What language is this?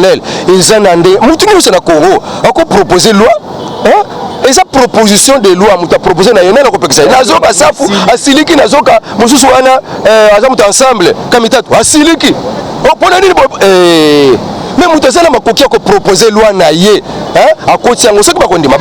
Lingala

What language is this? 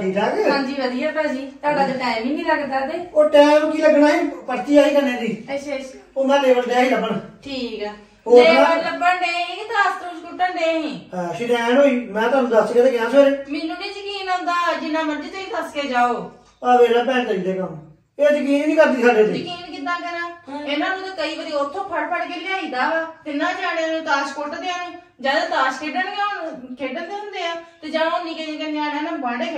Punjabi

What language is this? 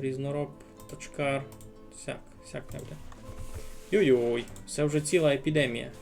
Rusyn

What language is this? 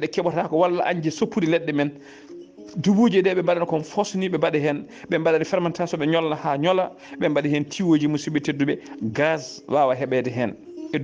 Fula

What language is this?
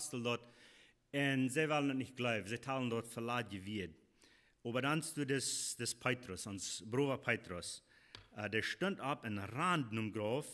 Plautdietsch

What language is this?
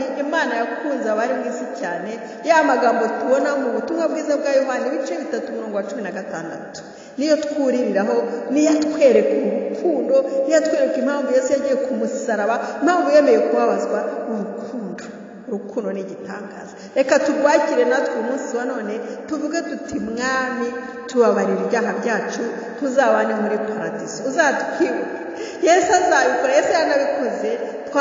Kinyarwanda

